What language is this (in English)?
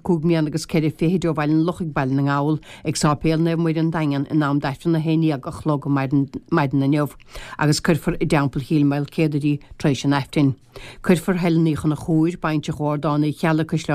Irish